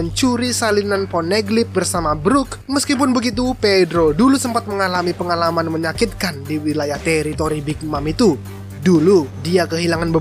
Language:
Indonesian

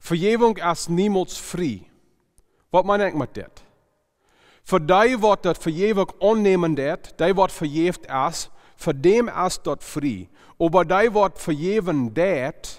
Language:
Plautdietsch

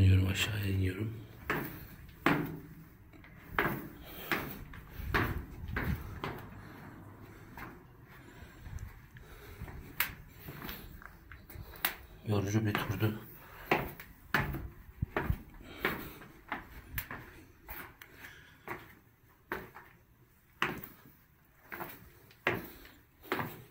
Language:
Turkish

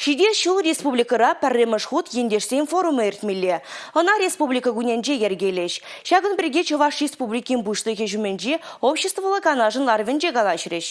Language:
Chuvash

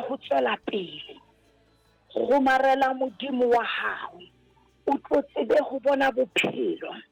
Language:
Southern Sotho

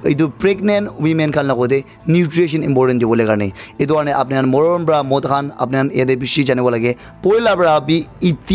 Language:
Naga Pidgin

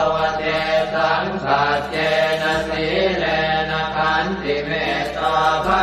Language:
Pali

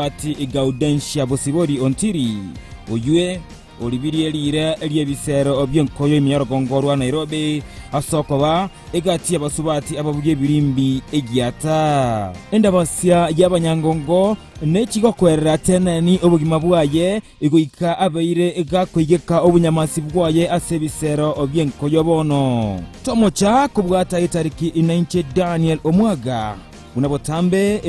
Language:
Gusii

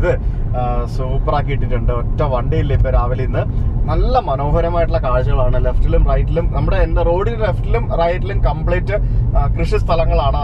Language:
Malayalam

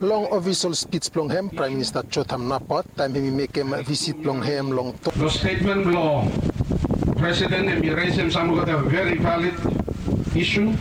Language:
Bislama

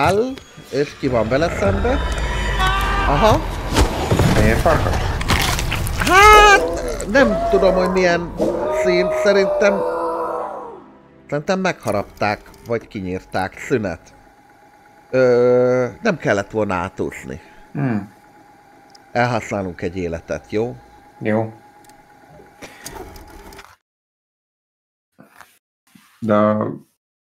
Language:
Hungarian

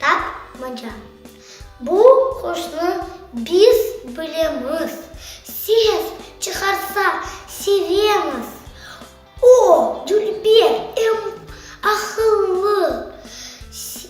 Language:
Crimean Tatar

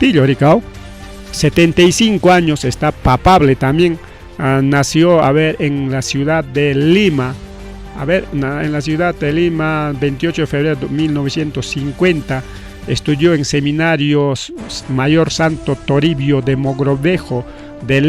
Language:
Ayacucho Quechua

